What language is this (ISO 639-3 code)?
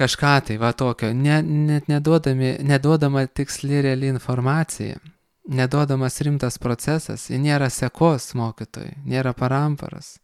lit